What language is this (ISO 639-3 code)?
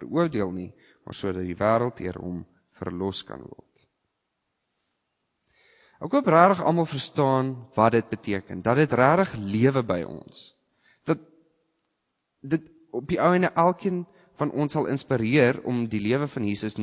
afr